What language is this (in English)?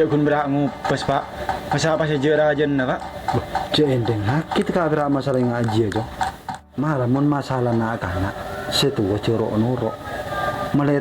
Madurese